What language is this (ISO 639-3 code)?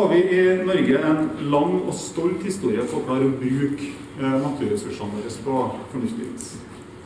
nor